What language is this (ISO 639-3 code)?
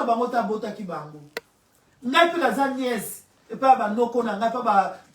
lin